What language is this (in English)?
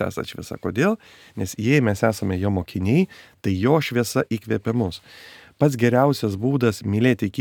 Lithuanian